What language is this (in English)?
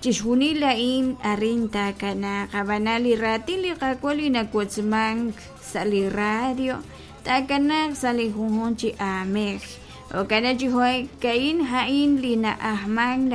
Kekchí